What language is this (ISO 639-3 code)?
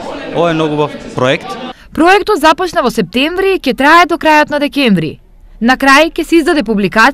mkd